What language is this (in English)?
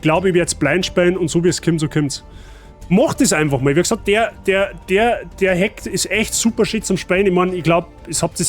Bavarian